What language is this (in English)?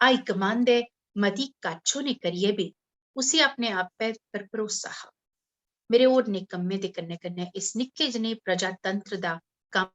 Dogri